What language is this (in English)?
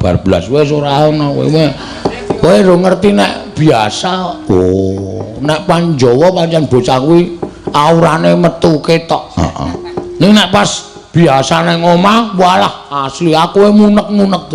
Javanese